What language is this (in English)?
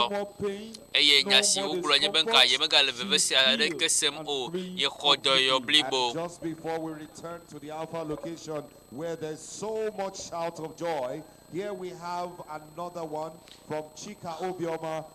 Ewe